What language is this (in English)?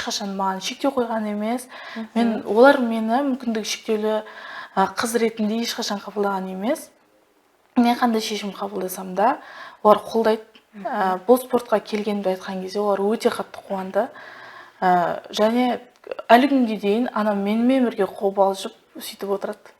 Kazakh